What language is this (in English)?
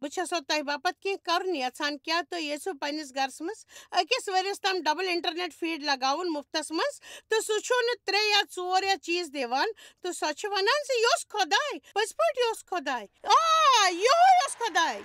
Kashmiri